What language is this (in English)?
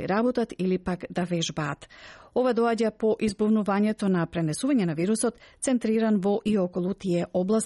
Macedonian